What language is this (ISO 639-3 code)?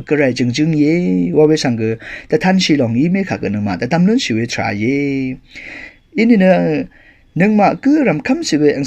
raw